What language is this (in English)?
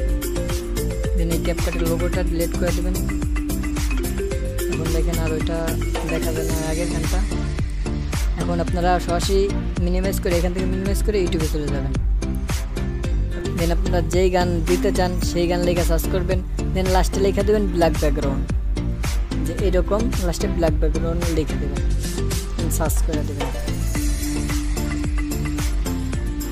Bangla